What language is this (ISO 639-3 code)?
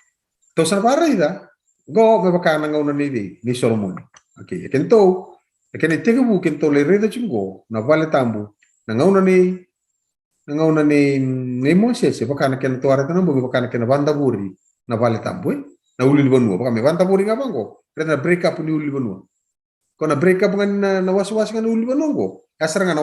fij